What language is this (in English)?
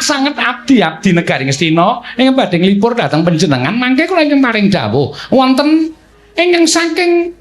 Javanese